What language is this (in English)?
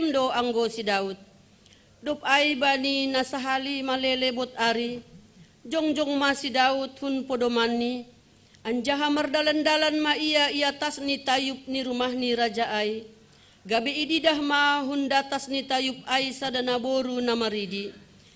Batak Simalungun